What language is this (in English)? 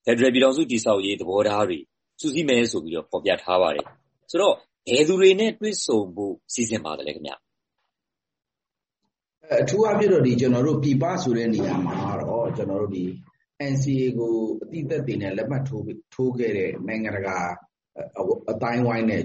Burmese